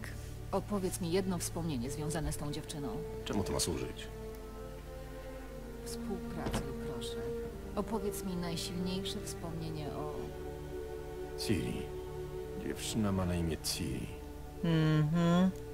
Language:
Polish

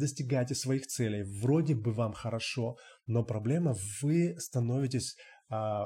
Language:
Russian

